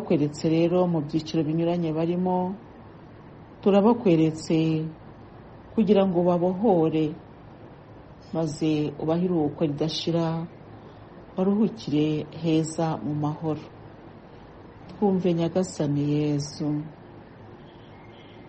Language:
Kinyarwanda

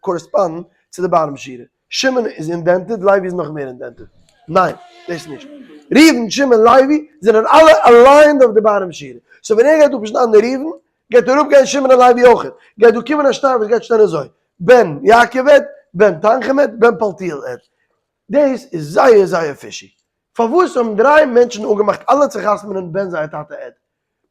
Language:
Yiddish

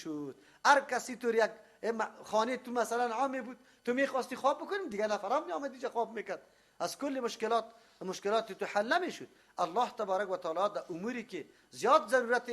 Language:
Persian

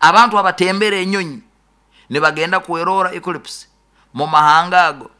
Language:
Nyoro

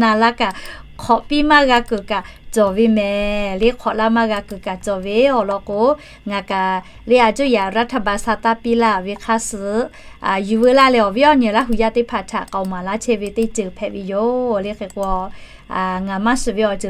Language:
Lahu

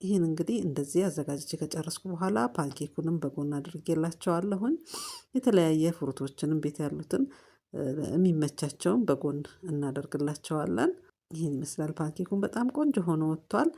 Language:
Amharic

